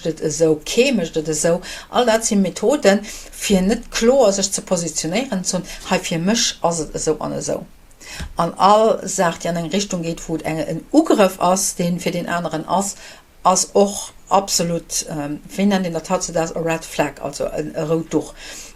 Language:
Luxembourgish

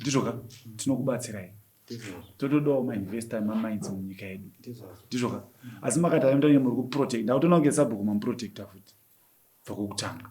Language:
Shona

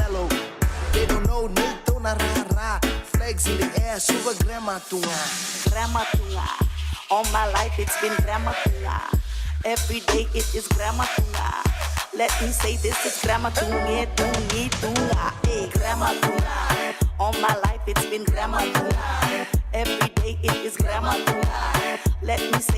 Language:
Fijian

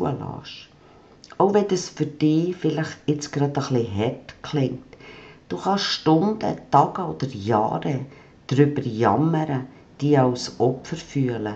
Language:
Swiss German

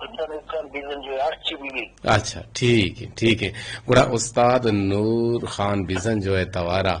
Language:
Eastern Balochi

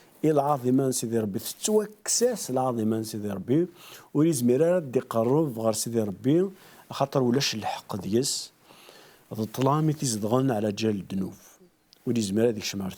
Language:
Kabyle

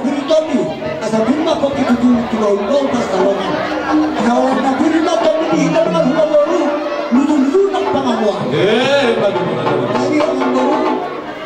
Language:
Batak Toba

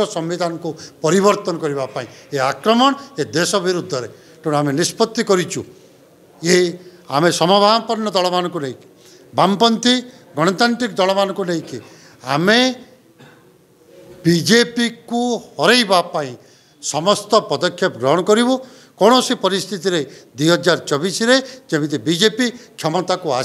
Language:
Odia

